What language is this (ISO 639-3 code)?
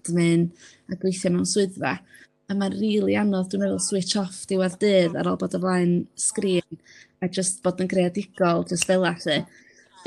cym